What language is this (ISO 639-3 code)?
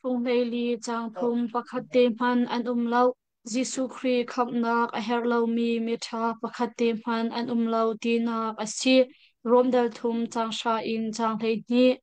cnh